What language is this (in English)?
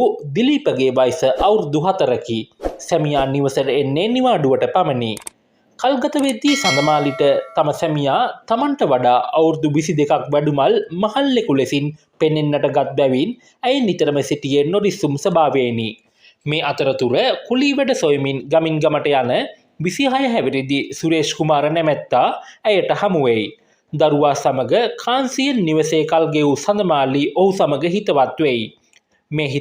Sinhala